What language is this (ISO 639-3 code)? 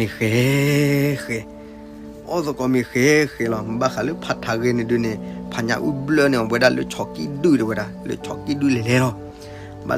ksw